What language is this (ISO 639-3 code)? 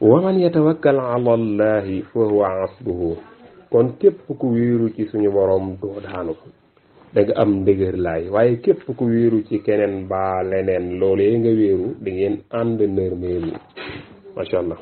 wol